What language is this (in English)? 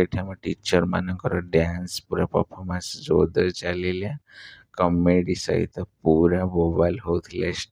Odia